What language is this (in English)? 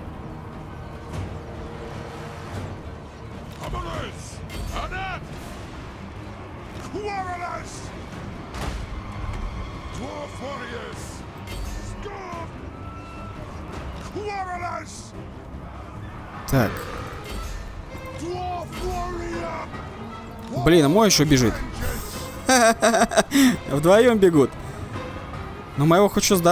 Russian